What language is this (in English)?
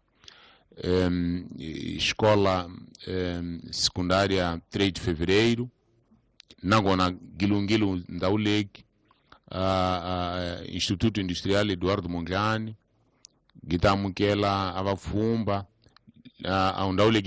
Tsonga